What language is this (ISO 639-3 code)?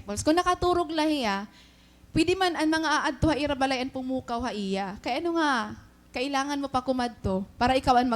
war